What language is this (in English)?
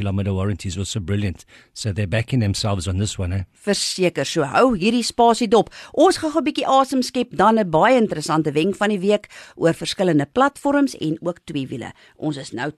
Afrikaans